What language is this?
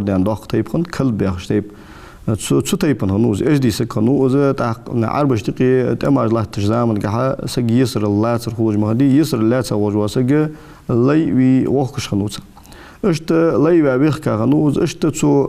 Ingush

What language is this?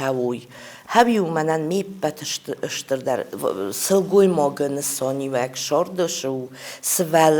Ossetic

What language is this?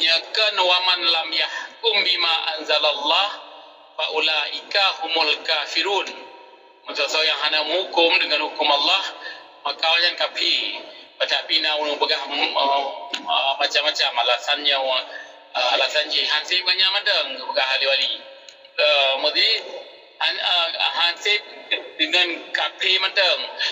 Achinese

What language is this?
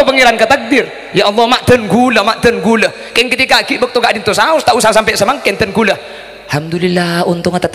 Madurese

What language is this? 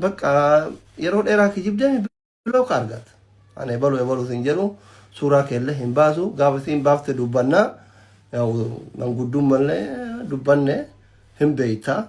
Oromo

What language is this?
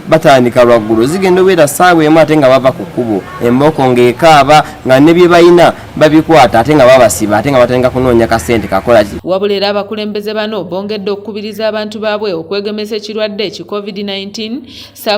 Ganda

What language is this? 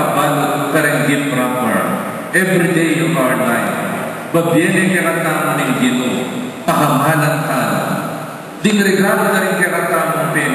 Pampanga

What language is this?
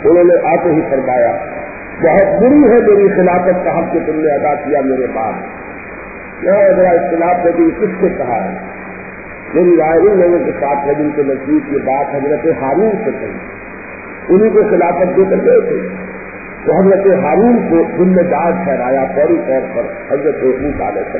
Urdu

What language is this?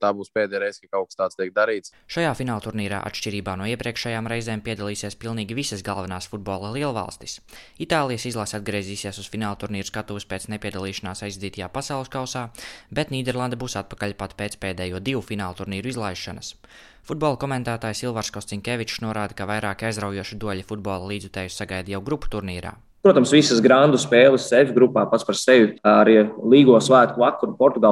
Latvian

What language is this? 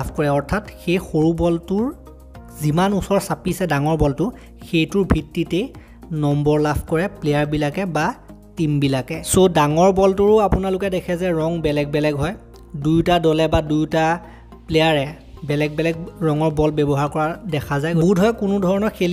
Assamese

